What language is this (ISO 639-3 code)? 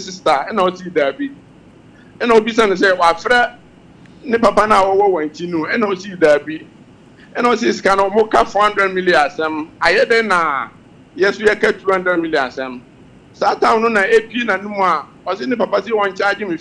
aka